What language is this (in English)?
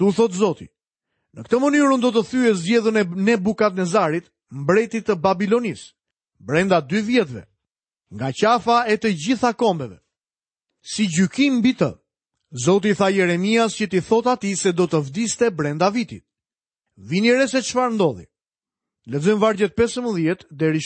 Albanian